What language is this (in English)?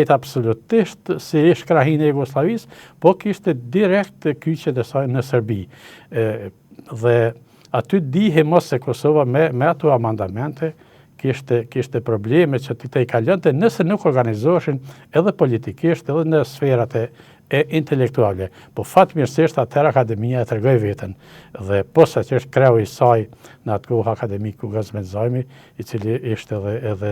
Albanian